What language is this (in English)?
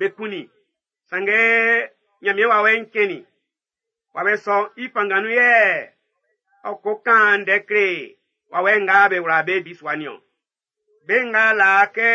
Baoulé